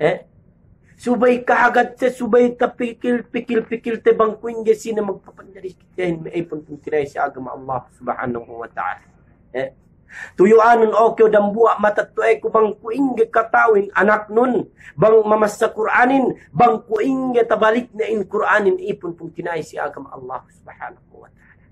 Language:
Yakan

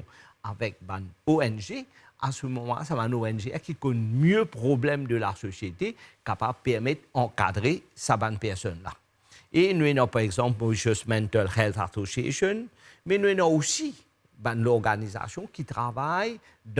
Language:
Morisyen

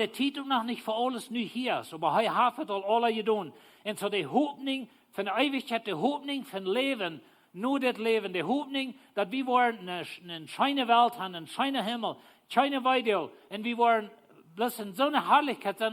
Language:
Plautdietsch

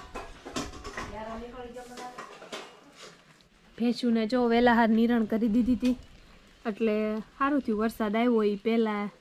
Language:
Gujarati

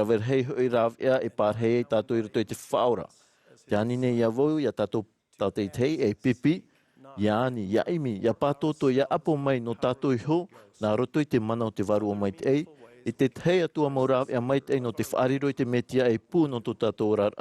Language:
Tahitian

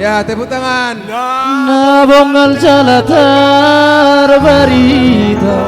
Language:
Batak Toba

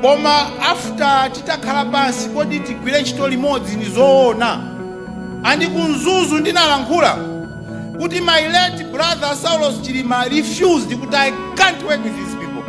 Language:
Nyanja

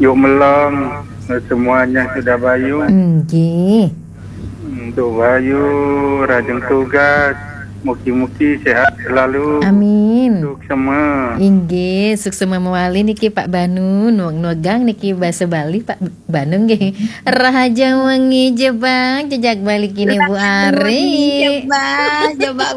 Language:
Balinese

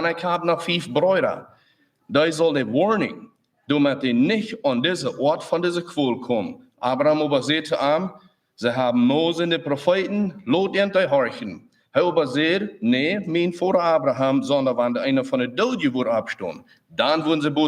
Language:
Plautdietsch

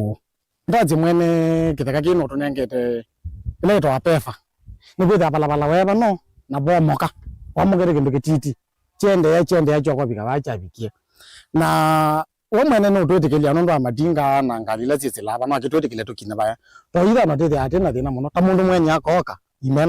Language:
Kamba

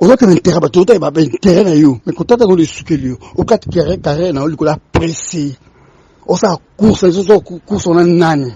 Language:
Lingala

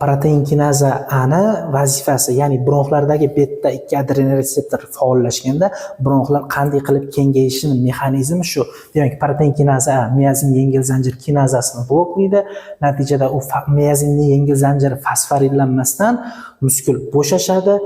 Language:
Uzbek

